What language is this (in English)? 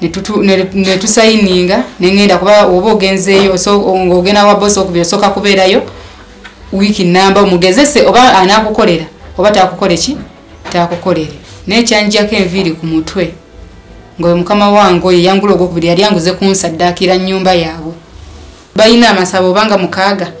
Ganda